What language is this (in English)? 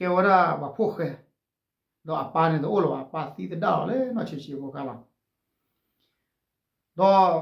S'gaw Karen